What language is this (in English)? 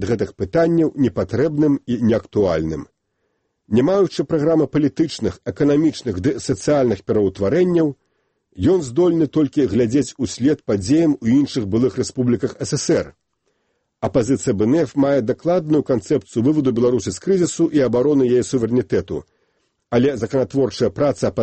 Belarusian